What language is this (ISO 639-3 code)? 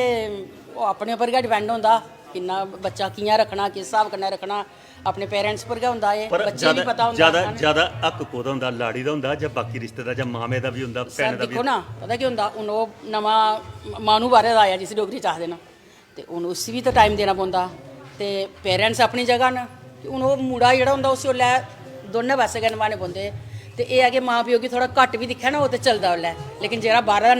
doi